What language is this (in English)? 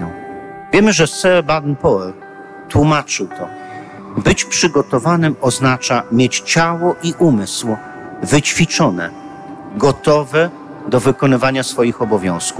Polish